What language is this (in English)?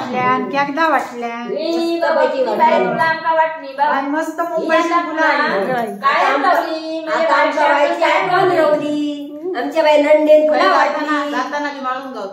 Konkani